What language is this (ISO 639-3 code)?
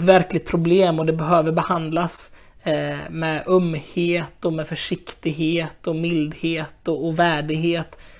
swe